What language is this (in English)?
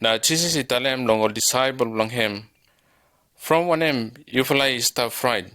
Bislama